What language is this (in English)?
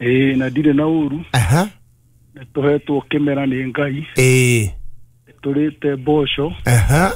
Kikuyu